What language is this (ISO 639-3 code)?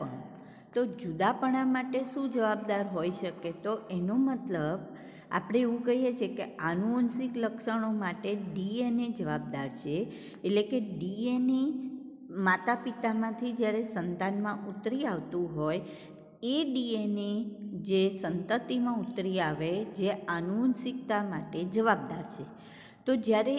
guj